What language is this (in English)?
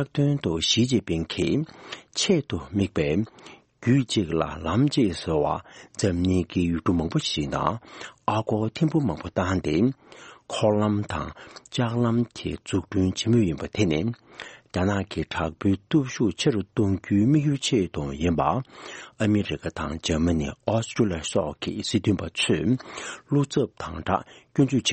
Tibetan